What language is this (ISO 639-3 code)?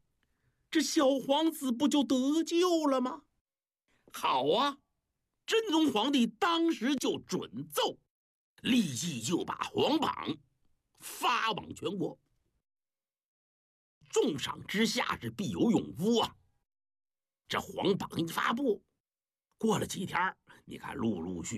zho